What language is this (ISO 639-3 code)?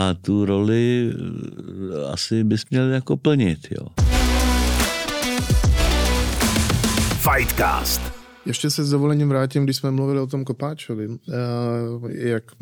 ces